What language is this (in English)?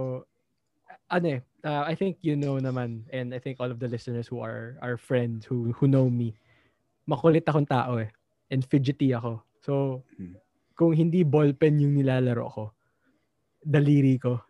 Filipino